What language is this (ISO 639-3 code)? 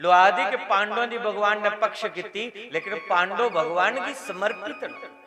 doi